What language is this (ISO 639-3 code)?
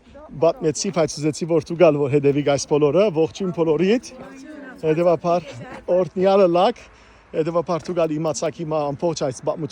hyw